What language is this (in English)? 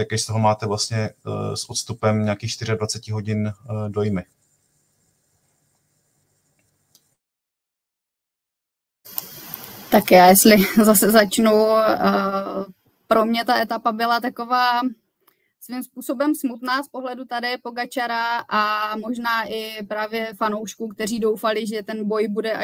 Czech